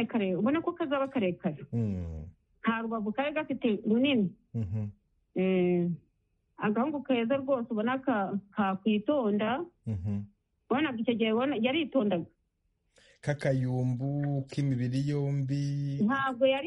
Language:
Kinyarwanda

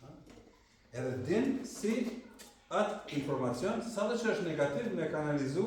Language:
Albanian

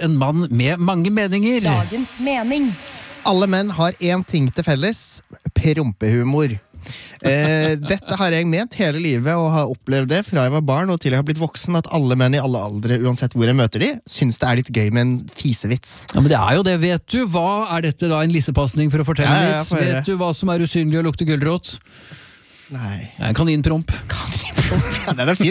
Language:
Norwegian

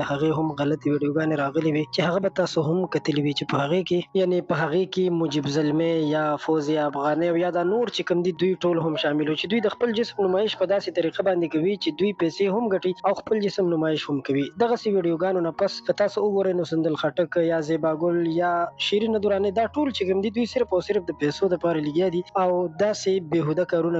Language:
Pashto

